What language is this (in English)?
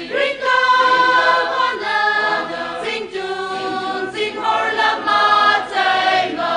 Tangkhul Naga (India)